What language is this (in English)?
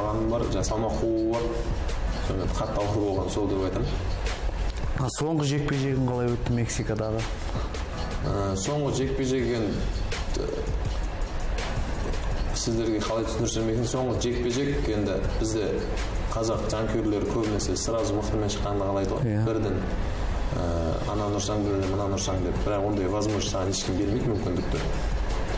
Kazakh